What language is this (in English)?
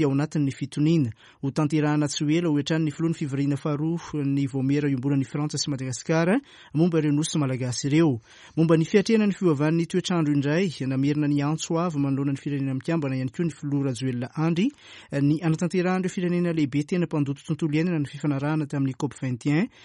Malagasy